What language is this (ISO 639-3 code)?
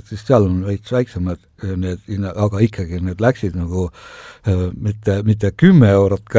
est